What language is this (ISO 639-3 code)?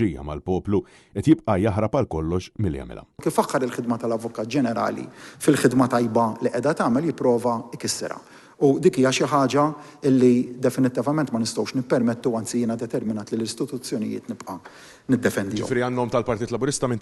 mlt